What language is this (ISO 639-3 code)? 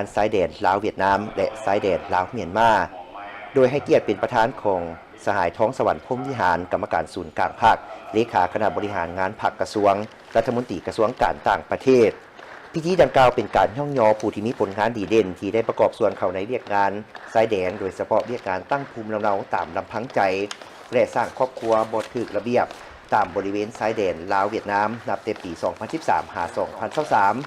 lao